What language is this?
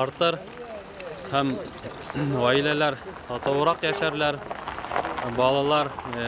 Bashkir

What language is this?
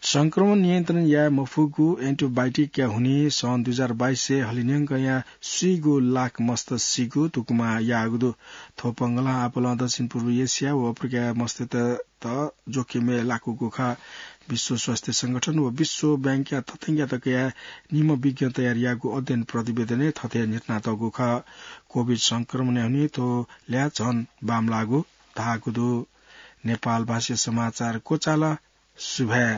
Newari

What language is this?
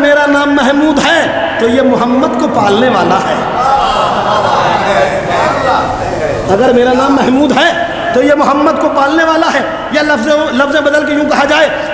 Urdu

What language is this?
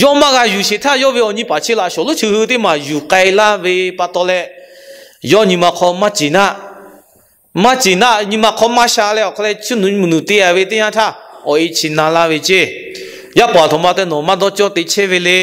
Lahu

